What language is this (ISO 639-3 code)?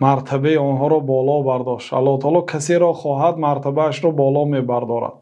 tgk